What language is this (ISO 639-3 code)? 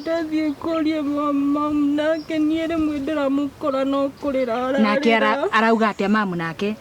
kik